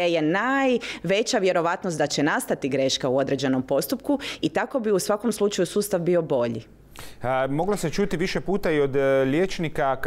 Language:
Croatian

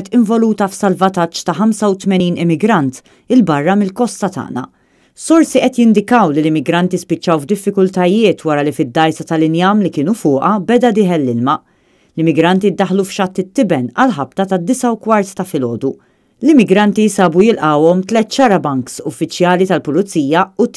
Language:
Maltese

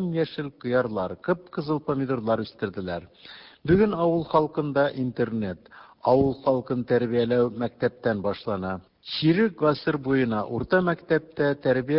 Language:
Tatar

